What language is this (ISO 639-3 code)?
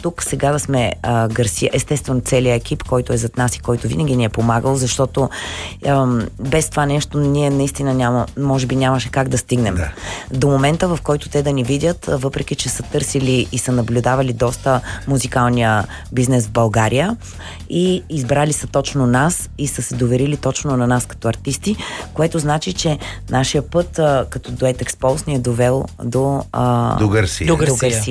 bul